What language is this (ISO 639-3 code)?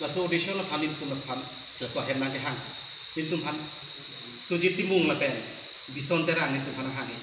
mjw